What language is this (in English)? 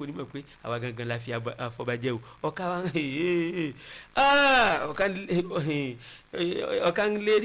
Yoruba